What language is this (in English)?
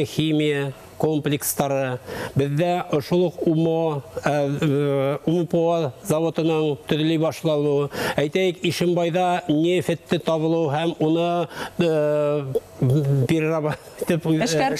Bashkir